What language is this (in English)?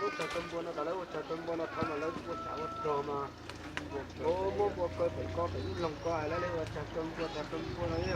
Hmong